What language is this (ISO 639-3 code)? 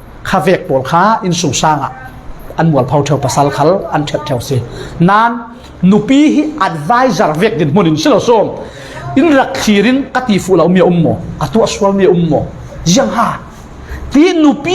cfm